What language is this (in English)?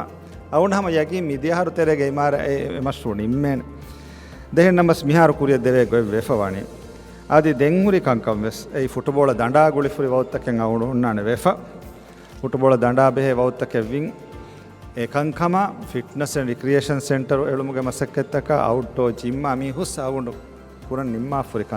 Divehi